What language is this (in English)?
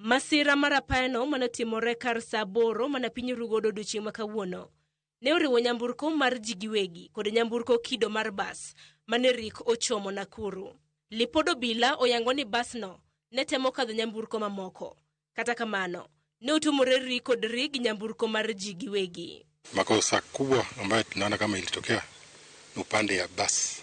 Luo (Kenya and Tanzania)